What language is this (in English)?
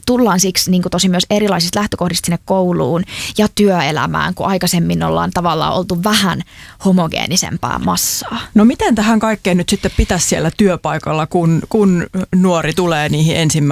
Finnish